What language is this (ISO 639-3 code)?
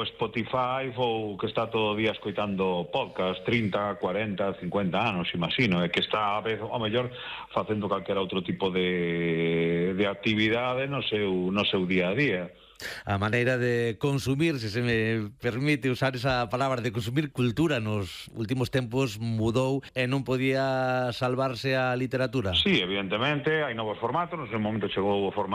glg